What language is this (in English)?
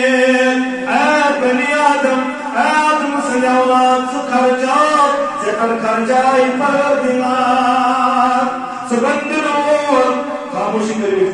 Kashmiri